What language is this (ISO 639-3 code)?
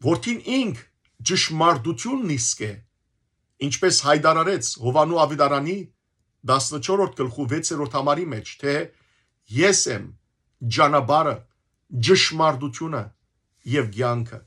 hyw